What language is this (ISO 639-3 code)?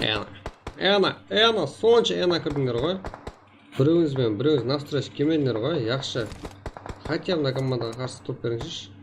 kaa